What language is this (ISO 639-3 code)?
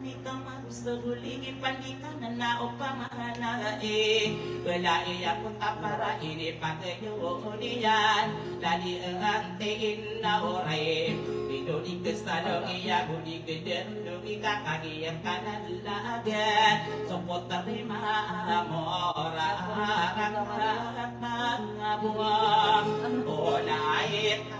mrw